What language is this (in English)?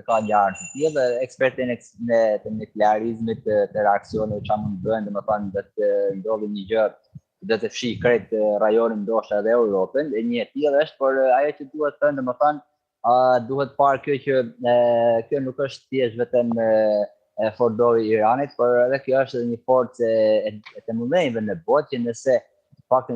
Albanian